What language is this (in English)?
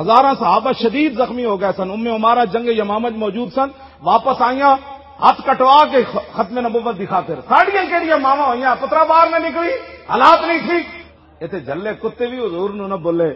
Western Panjabi